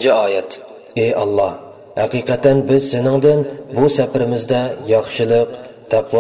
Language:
Uyghur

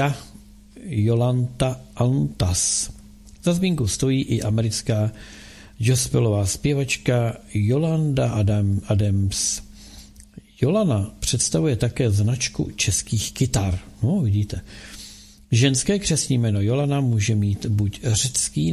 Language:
Czech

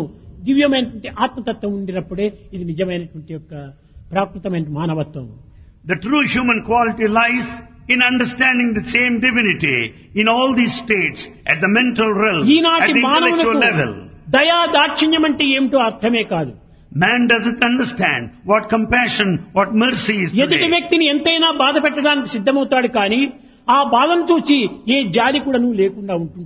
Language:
Telugu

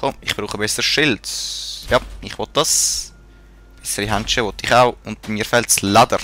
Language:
Swiss German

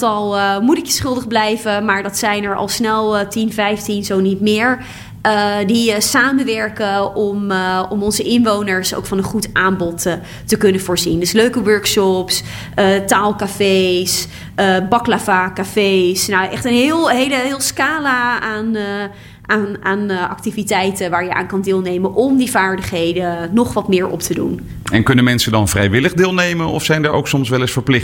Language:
Dutch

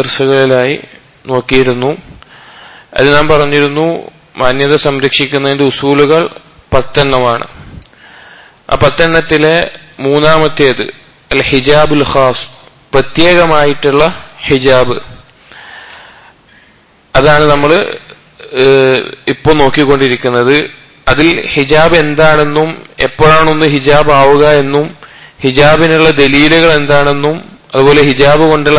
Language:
Malayalam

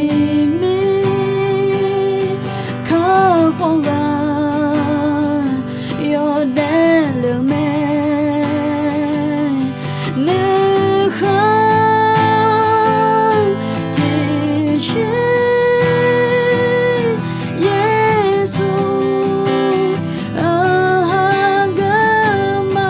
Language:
Akha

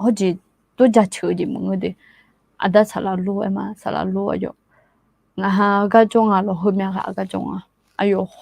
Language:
Akha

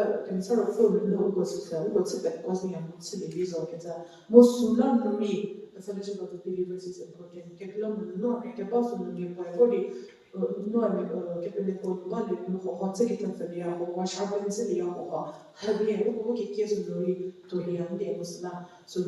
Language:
Angami Naga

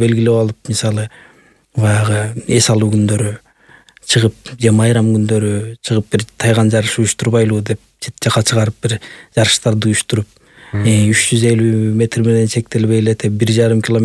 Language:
Kyrgyz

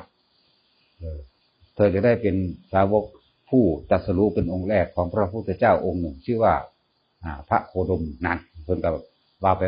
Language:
Northeastern Thai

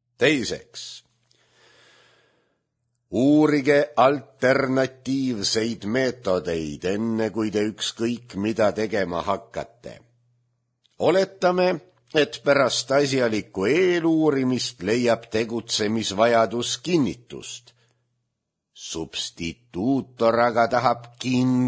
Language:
Estonian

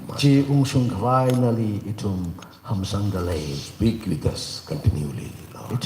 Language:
Tangkhul Naga (India)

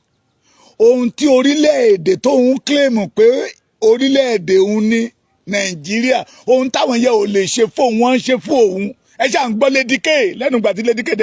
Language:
Yoruba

